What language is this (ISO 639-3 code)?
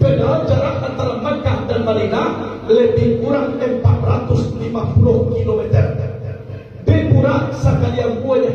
min